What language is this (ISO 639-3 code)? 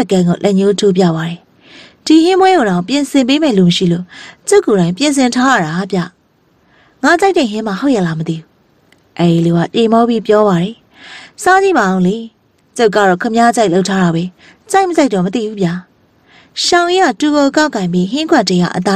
mya